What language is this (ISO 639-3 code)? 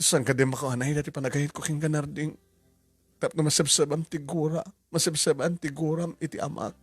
ilo